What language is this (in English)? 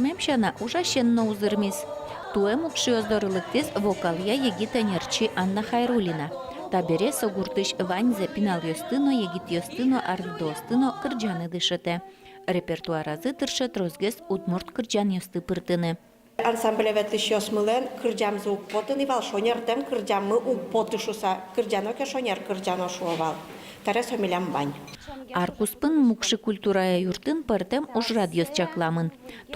Udmurt